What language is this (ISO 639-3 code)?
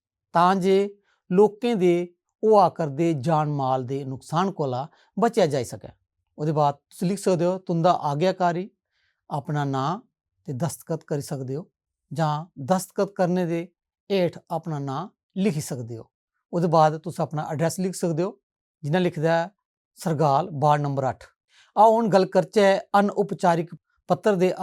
doi